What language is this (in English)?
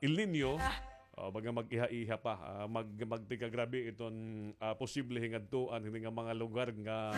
Waray